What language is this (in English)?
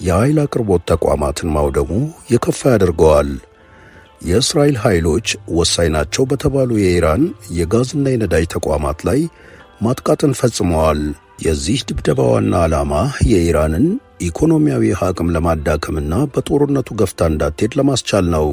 Amharic